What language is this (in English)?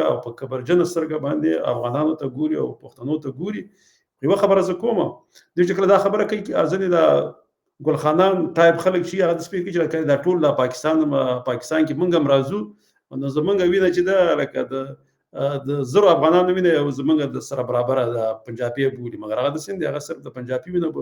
Pashto